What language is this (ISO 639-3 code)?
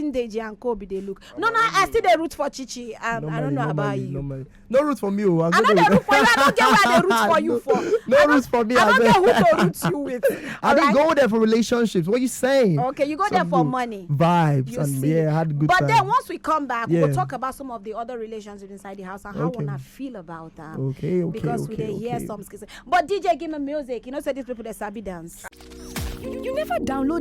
pcm